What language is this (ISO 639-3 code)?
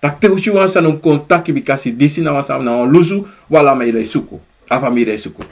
srn